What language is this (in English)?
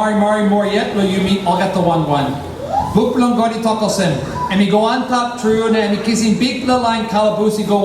Tok Pisin